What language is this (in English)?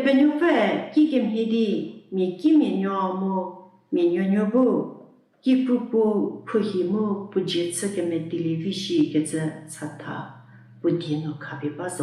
Angami Naga